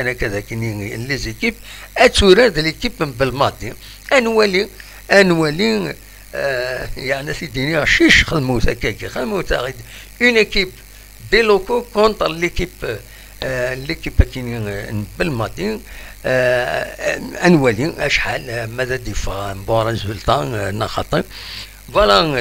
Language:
Kabyle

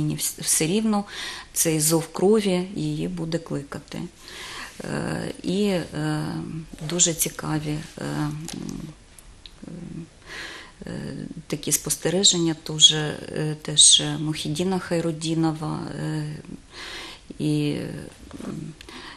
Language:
Ukrainian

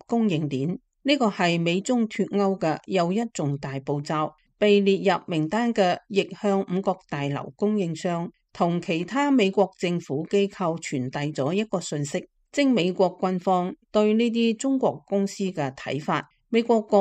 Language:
Cantonese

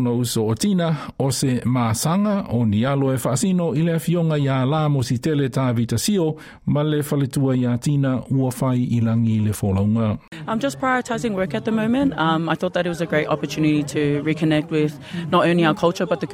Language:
Samoan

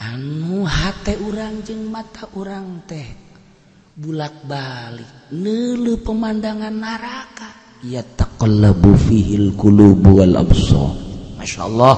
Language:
Sundanese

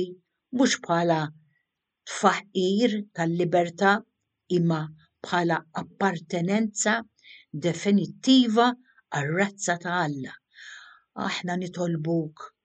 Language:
Maltese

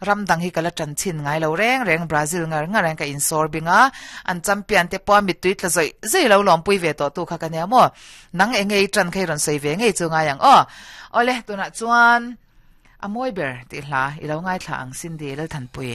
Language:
Mizo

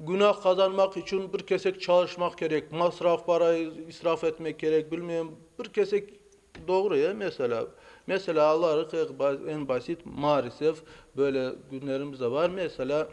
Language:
Crimean Tatar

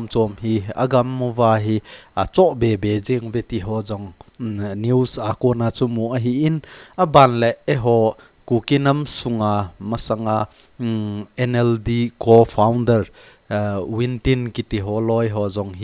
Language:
Thado Chin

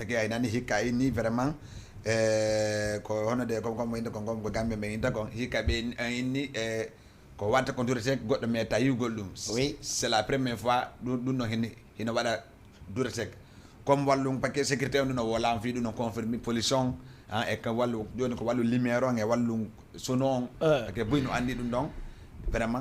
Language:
Fula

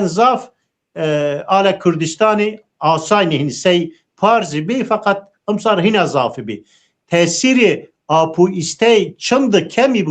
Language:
Zaza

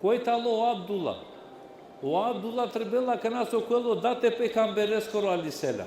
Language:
Balkan Romani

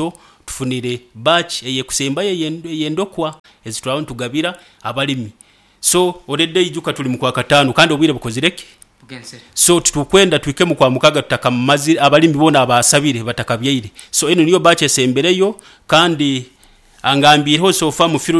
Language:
Nyoro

